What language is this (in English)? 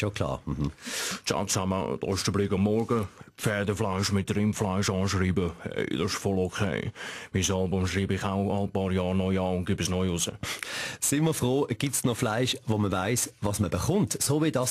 Swiss German